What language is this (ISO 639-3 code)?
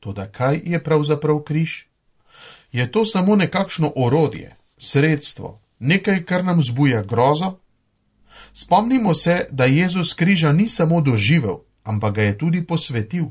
slv